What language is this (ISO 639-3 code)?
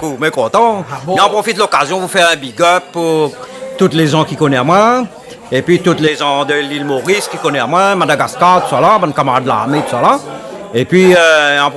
rcf